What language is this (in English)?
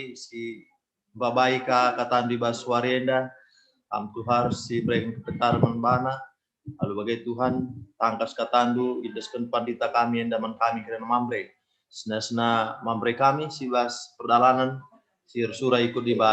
Batak Karo